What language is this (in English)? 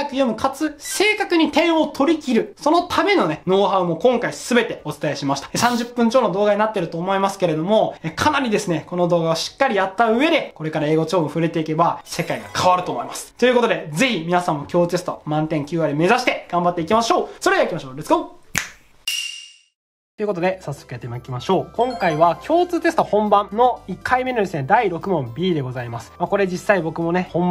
Japanese